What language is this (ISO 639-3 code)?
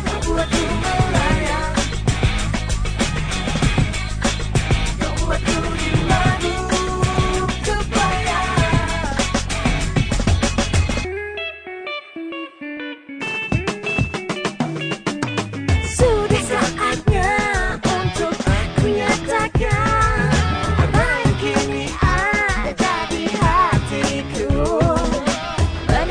ind